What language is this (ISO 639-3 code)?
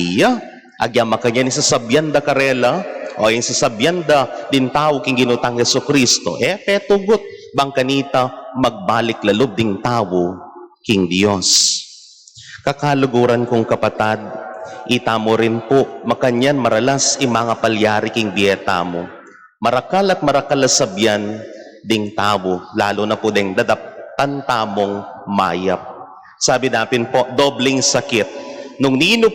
pam